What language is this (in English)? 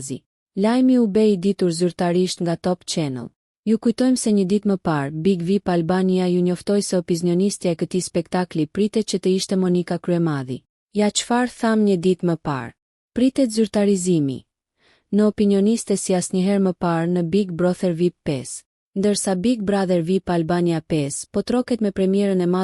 Albanian